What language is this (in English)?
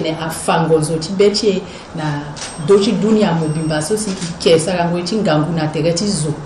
Sango